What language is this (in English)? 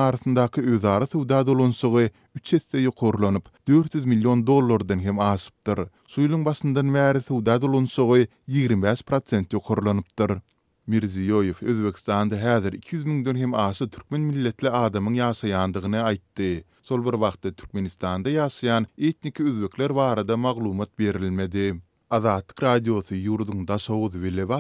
Turkmen